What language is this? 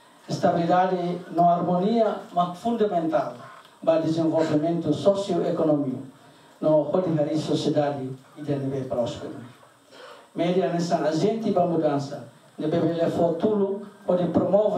Tetum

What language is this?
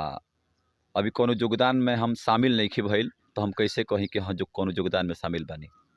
Bhojpuri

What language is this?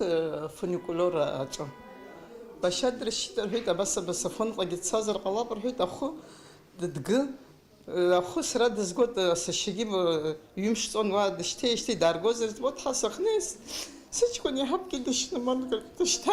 Abkhazian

